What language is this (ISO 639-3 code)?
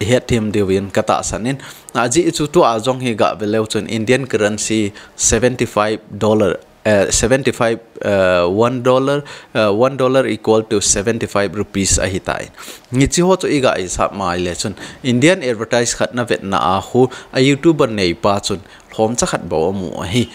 tcz